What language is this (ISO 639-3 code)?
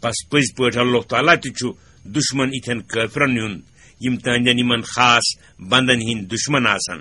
kas